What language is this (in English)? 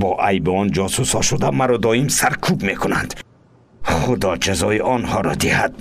Tajik